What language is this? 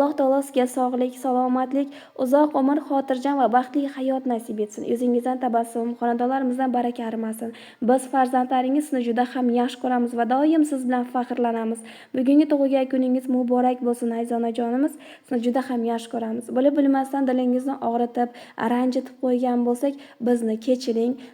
Uzbek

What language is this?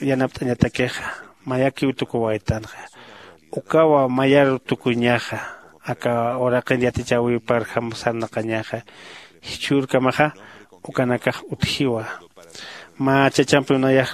Aymara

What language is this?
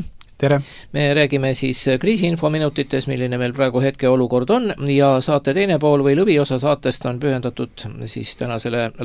Estonian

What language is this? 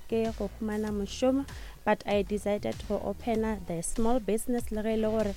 Northern Sotho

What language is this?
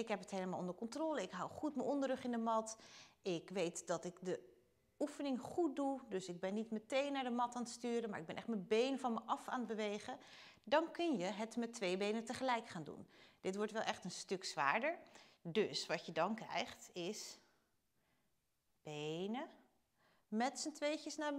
Dutch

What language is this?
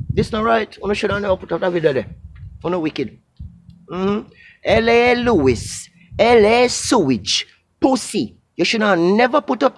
Jamaican Creole English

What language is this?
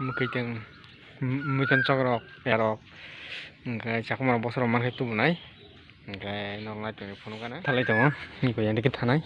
Kok Borok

